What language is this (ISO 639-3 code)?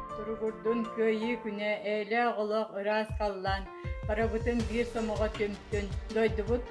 sah